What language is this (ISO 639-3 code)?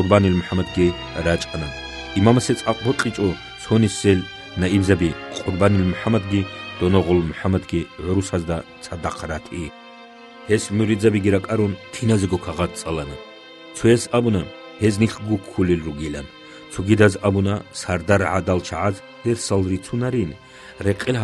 ava